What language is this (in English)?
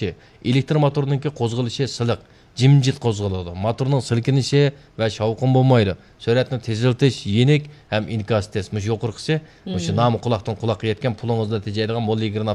Uyghur